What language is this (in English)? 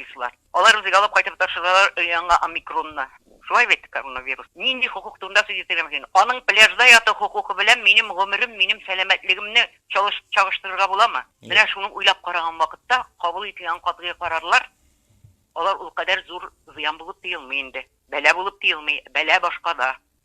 Tatar